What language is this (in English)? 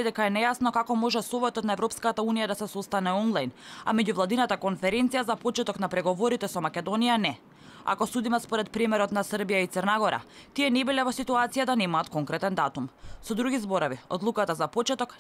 Macedonian